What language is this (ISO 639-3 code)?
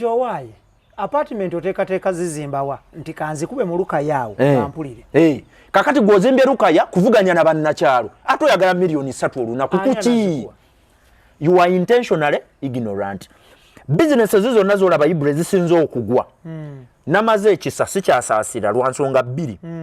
lug